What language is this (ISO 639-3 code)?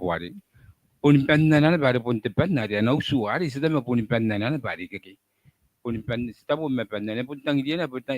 gil